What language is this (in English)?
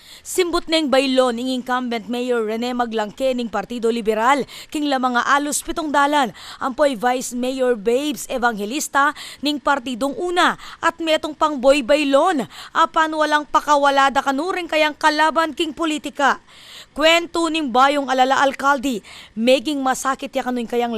Pampanga